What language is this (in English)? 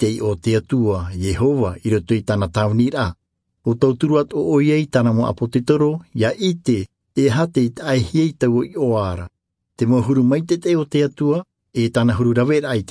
Tahitian